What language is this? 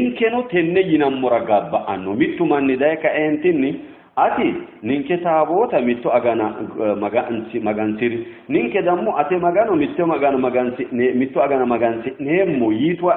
Sidamo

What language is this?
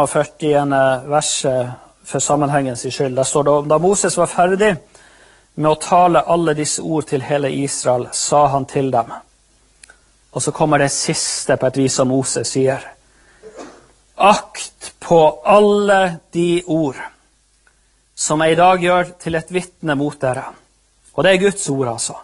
Norwegian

